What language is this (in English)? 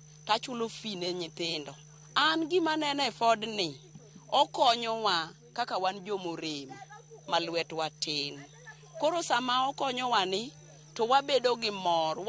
Luo (Kenya and Tanzania)